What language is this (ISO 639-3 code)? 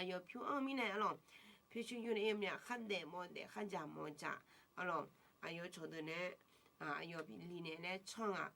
ahk